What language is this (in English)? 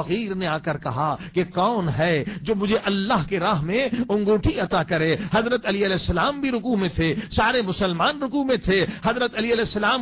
Urdu